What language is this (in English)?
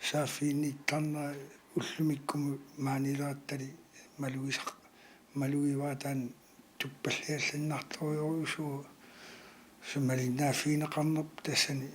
Kalaallisut